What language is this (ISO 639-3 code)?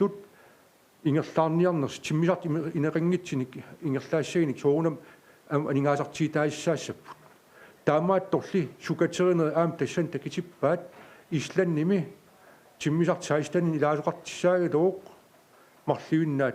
kal